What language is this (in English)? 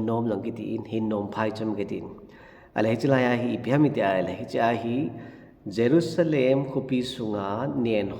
Thado Chin